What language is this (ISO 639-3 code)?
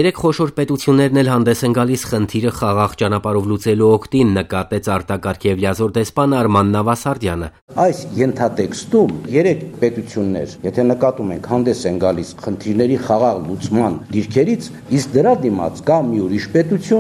hye